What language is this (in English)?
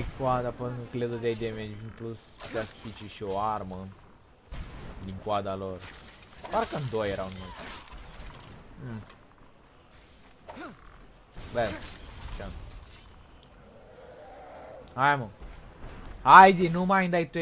Romanian